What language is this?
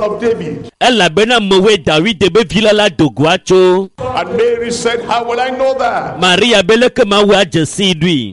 Ewe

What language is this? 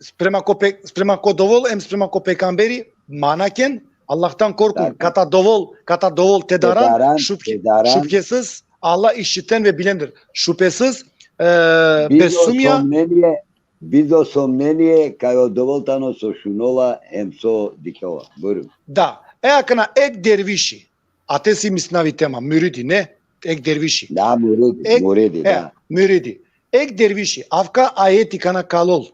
Balkan Romani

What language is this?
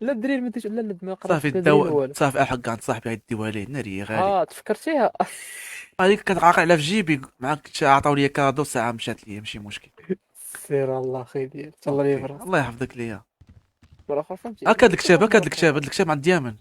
Moroccan Arabic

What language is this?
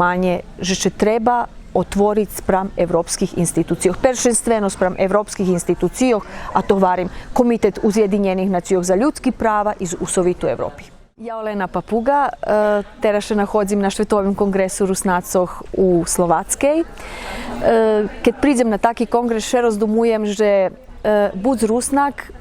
Rusyn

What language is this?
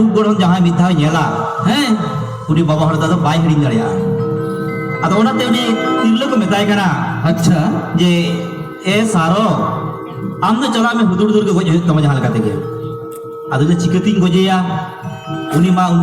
Santali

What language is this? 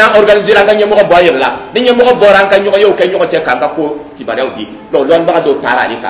Dyula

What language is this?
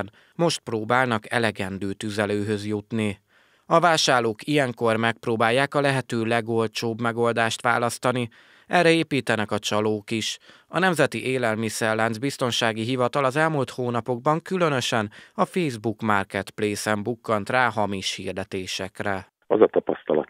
Hungarian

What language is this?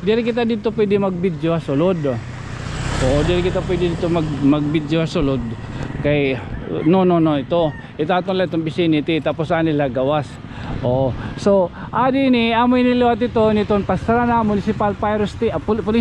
Waray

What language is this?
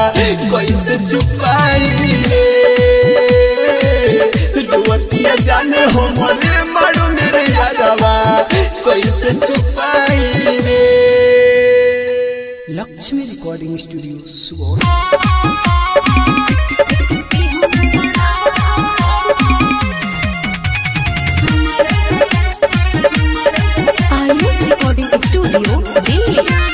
Bhojpuri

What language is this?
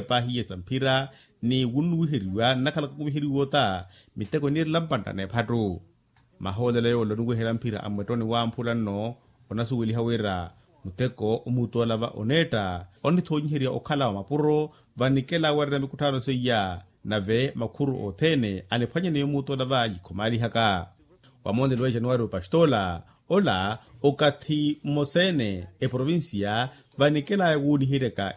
Makhuwa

